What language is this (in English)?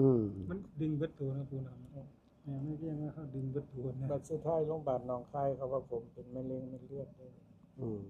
Northeastern Thai